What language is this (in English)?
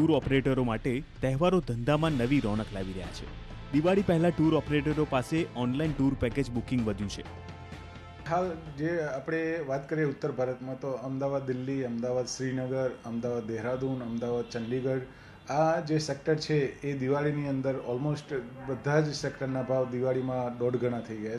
Gujarati